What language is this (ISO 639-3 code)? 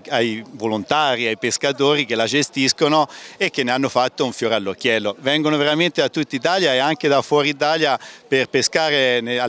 ita